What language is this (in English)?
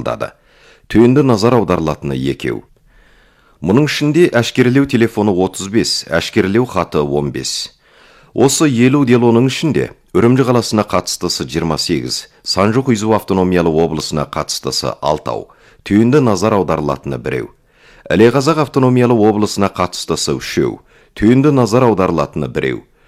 Kazakh